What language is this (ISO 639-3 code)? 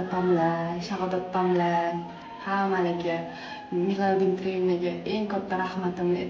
uzb